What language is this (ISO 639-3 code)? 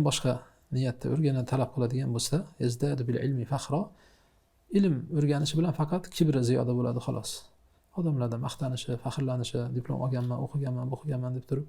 uzb